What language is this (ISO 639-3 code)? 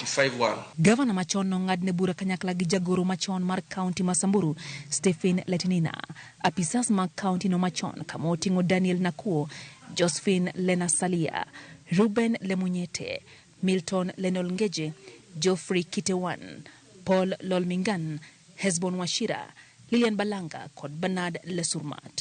luo